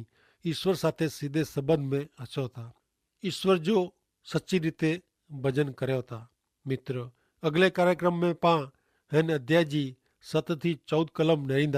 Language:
Kachhi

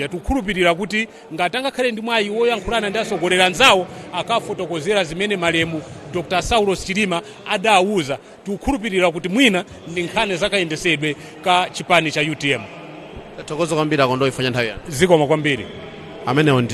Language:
Nyanja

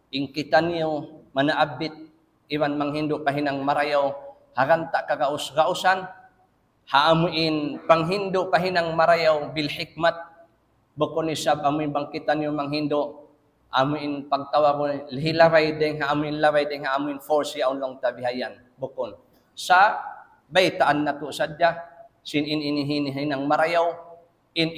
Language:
Tausug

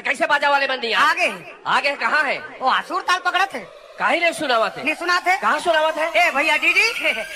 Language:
Chhattisgarhi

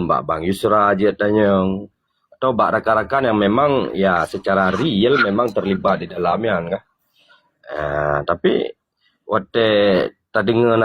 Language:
Achinese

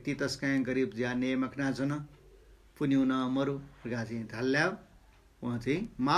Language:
Newari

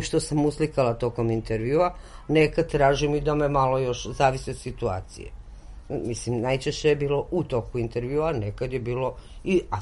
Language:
Serbian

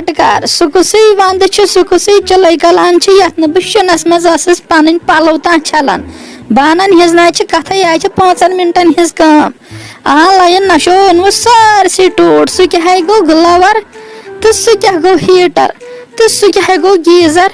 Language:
Kashmiri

